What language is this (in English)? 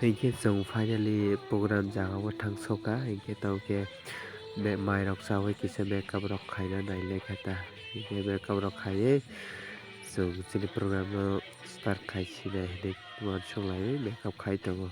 Kok Borok